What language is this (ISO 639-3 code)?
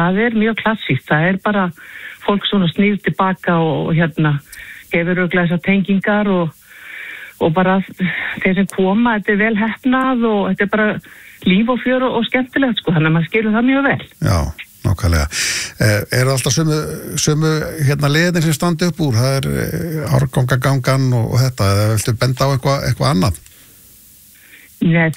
isl